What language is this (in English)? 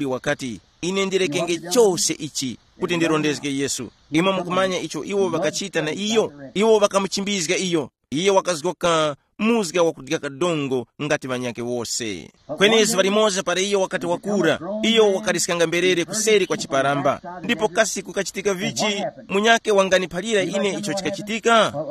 Tumbuka